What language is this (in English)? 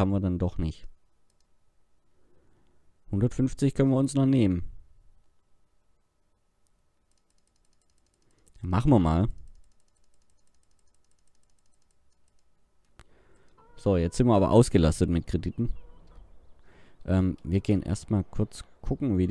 German